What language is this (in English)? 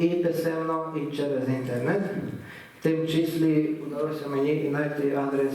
Rusyn